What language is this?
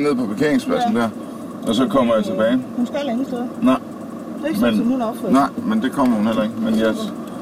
Danish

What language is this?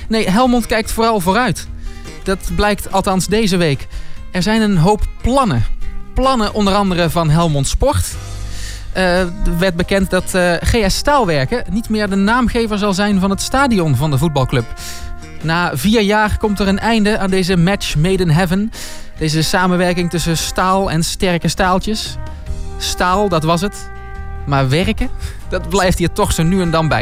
Dutch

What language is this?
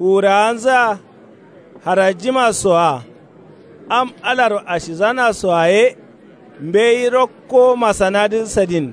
Kanuri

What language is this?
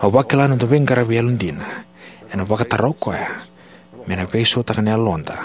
Fijian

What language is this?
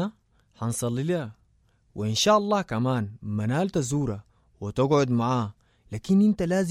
Sudanese Arabic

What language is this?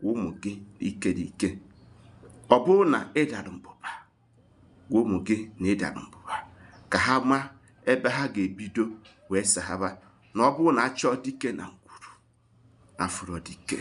Igbo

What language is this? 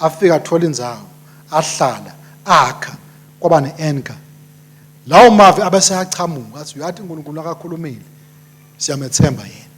Swati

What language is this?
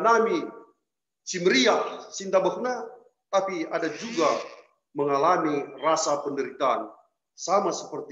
Batak Karo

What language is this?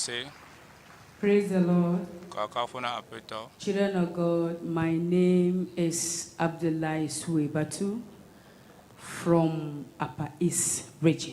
Ewe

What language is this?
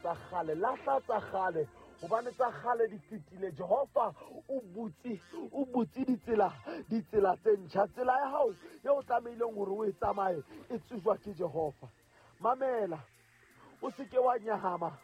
Southern Sotho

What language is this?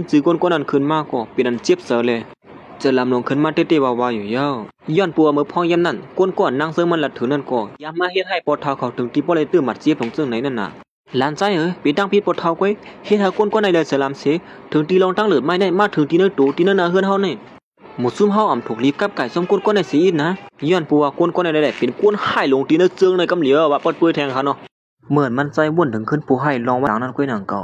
Shan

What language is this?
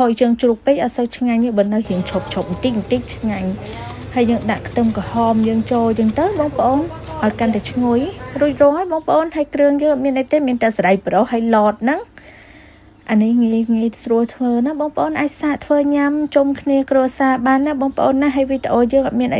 Khmer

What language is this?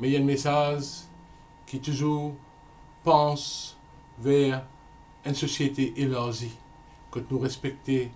Morisyen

